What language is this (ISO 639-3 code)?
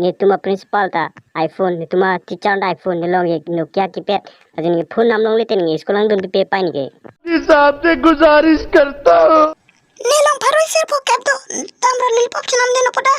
mjw